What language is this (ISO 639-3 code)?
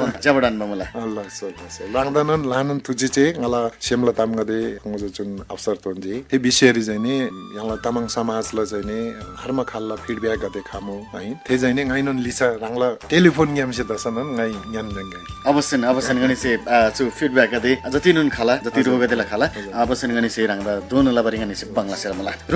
taj